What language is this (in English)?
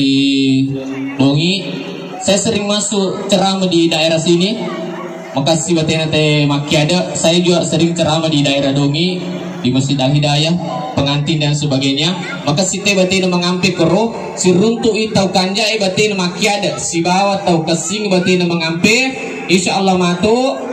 Buginese